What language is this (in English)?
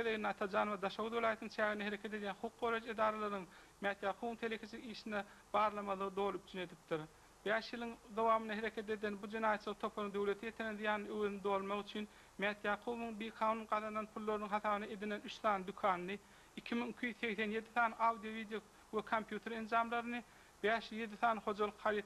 Turkmen